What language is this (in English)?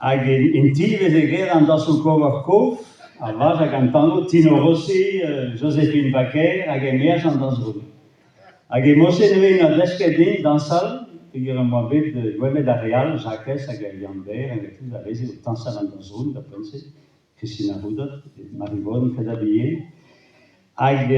Breton